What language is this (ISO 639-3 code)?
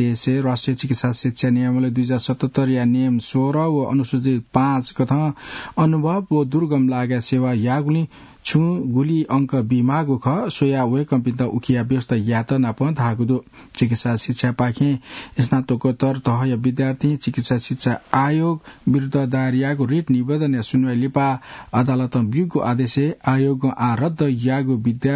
new